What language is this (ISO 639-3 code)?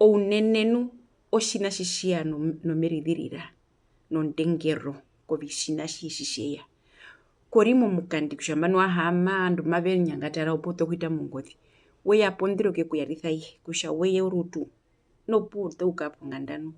her